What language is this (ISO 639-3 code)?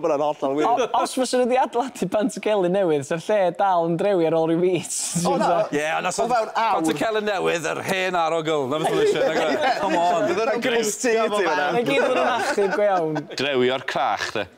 cym